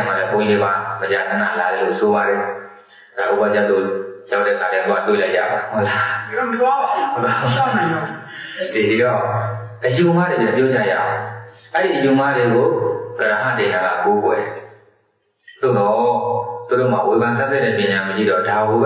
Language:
Burmese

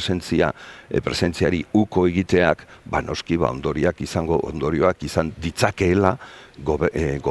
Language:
Basque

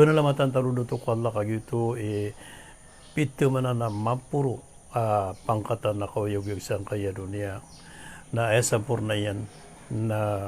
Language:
Maranao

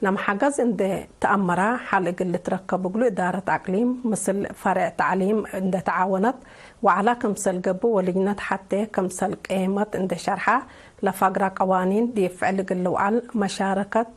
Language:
Tigre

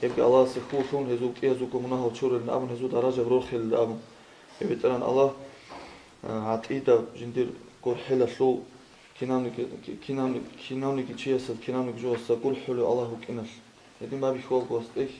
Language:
Avaric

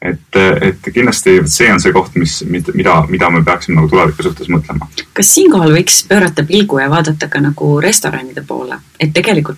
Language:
Estonian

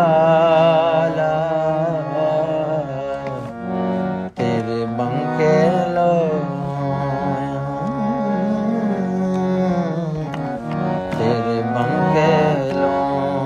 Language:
Punjabi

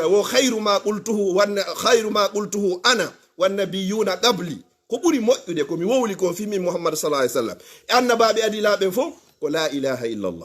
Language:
Fula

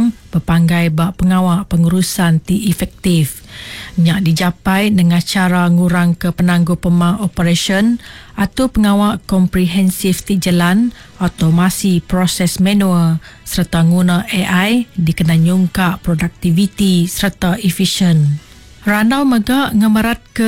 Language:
Iban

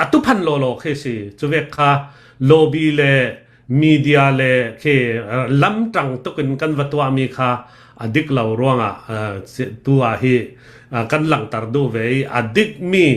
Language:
Hakha Chin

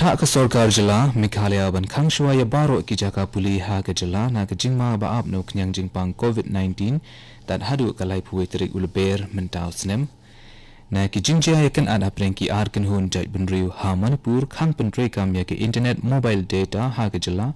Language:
Khasi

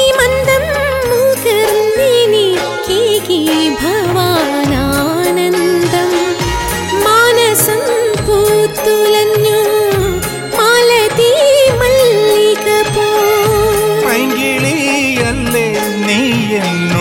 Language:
Malayalam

